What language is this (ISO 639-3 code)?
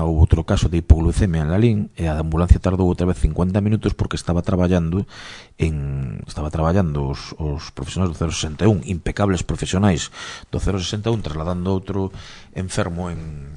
glg